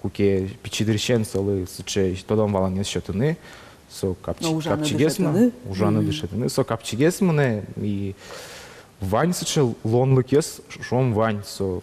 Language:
Udmurt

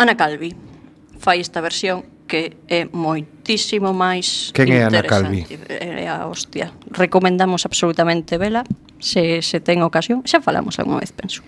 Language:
Galician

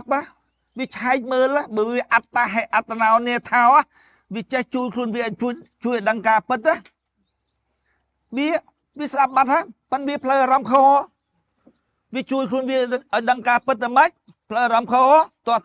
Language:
Khmer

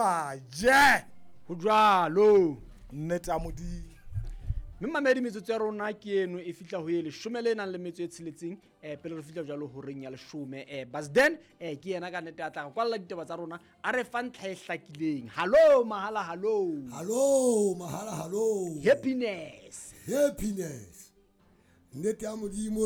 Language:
Southern Sotho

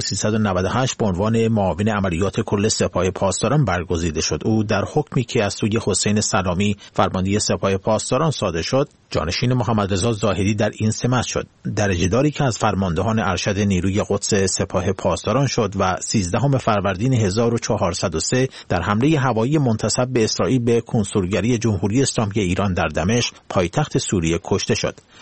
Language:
Persian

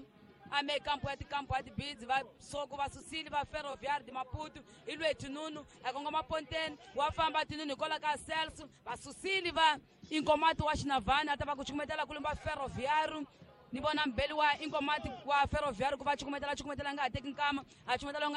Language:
Tsonga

